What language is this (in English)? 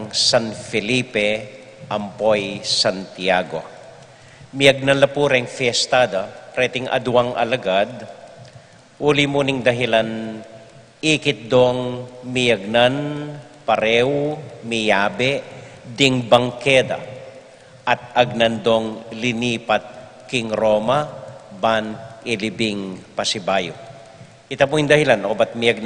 Pampanga